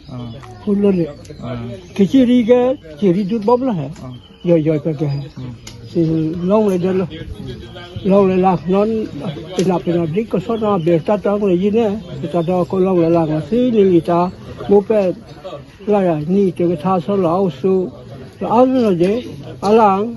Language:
Karbi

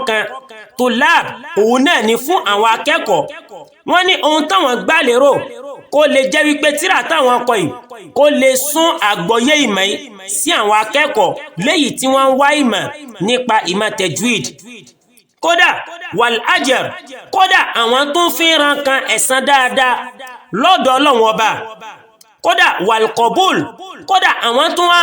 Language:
Yoruba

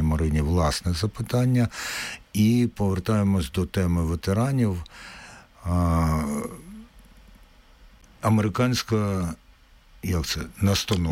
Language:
Ukrainian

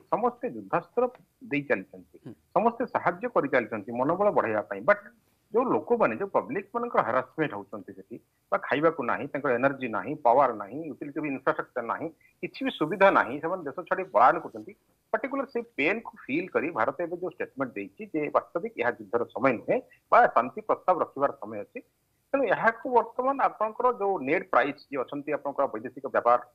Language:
Odia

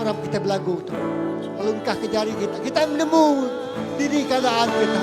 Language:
Iban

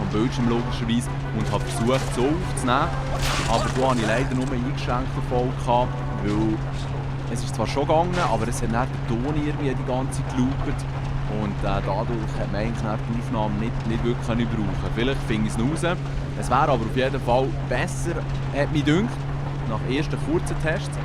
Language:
Swiss German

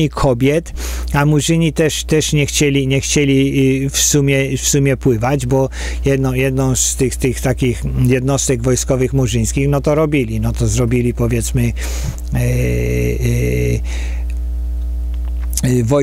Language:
Polish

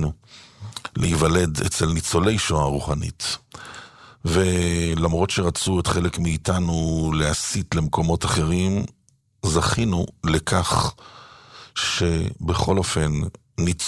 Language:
Hebrew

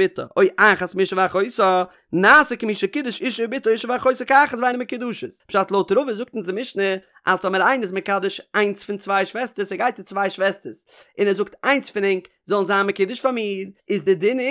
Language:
Yiddish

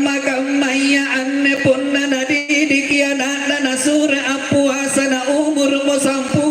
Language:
Makasar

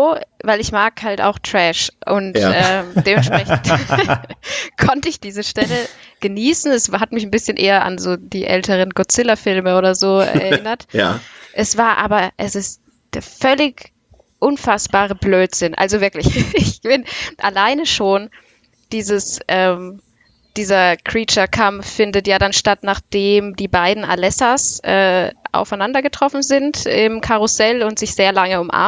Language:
German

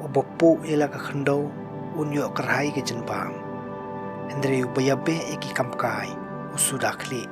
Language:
Khasi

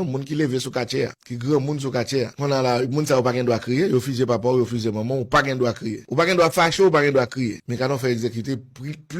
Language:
Haitian Creole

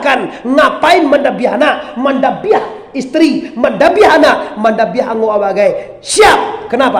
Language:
Minangkabau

